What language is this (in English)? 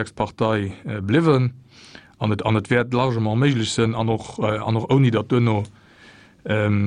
Luxembourgish